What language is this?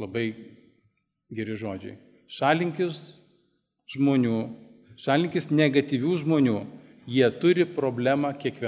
Lithuanian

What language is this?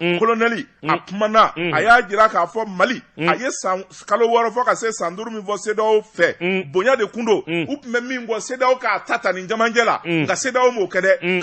Bambara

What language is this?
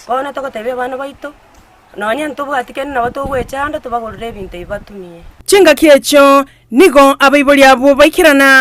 Gusii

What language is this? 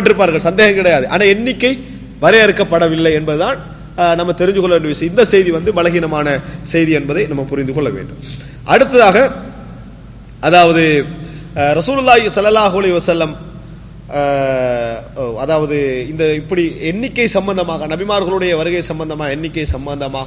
Tamil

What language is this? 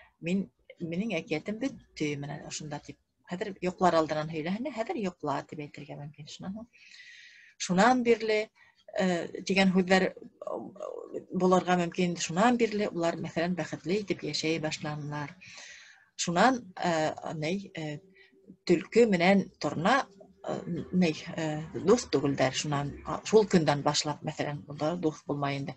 Bashkir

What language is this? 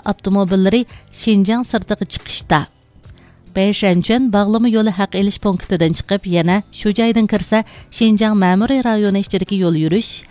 Uyghur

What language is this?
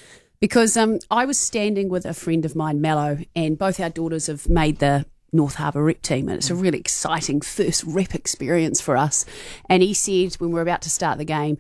English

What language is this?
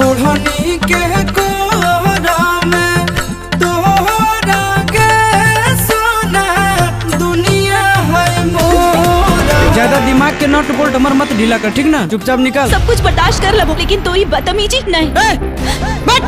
Magahi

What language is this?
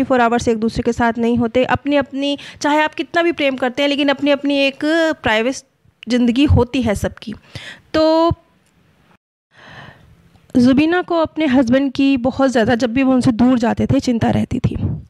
Hindi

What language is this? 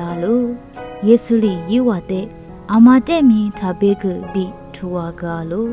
Lisu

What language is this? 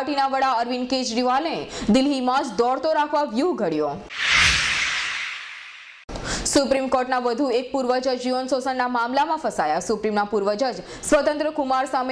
Gujarati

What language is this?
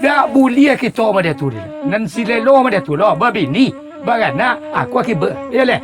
Minangkabau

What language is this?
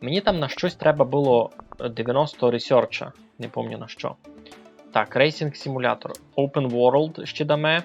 Rusyn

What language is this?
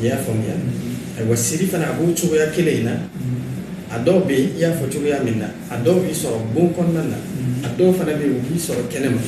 Bambara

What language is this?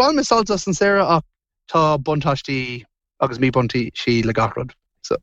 Irish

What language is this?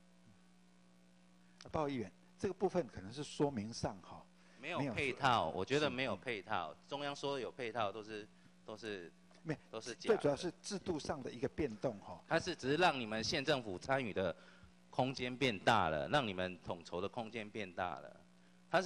Chinese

